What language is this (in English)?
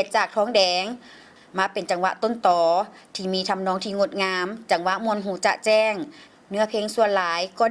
Lao